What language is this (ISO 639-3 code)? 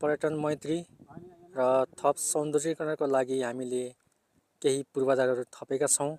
nep